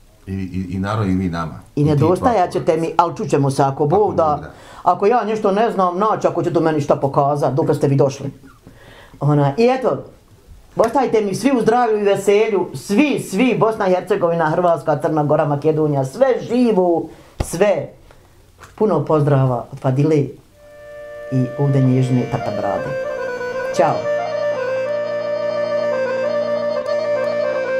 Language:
Bosnian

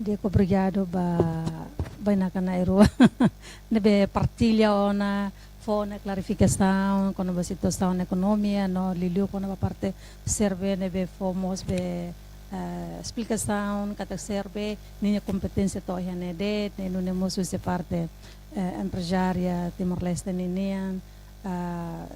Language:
Tetum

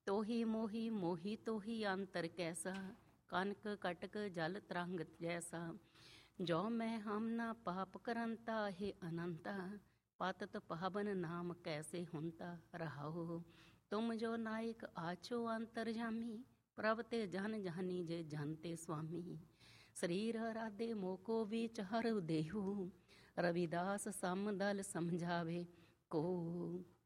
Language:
Punjabi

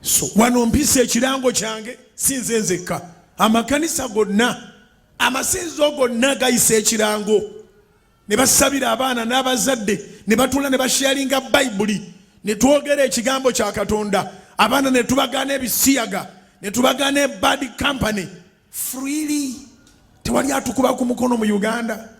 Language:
Ganda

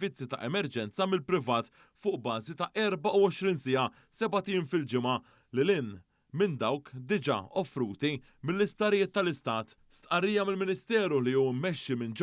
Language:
Maltese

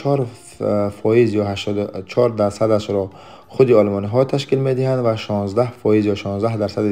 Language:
Tajik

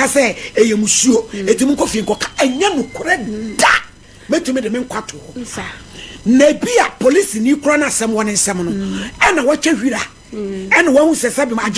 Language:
Akan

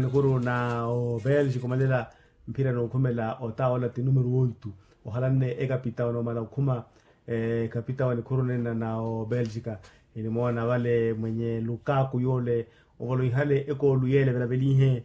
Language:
Makhuwa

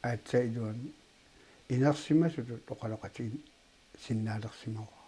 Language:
Kalaallisut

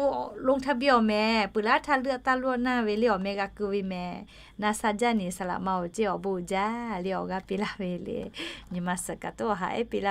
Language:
Lahu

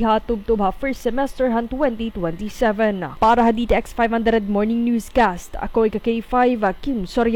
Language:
Waray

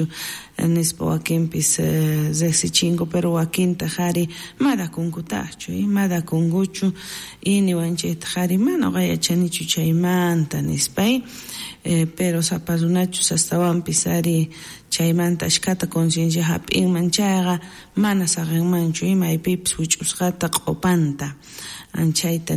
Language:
South Bolivian Quechua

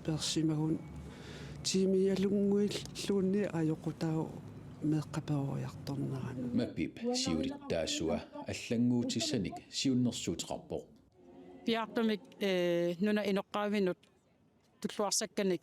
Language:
Kalaallisut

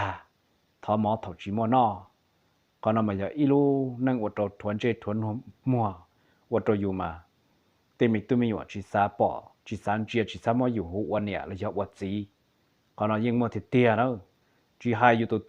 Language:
Hmong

